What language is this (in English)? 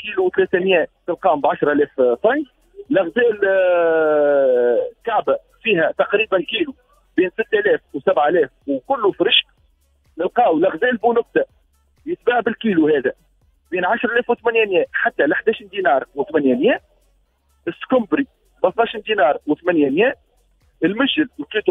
Tunisian Arabic